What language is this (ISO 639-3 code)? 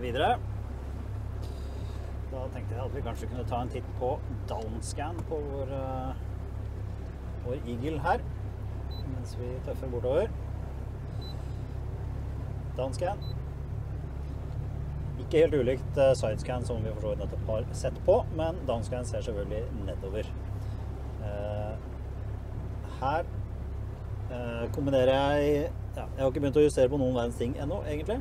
nor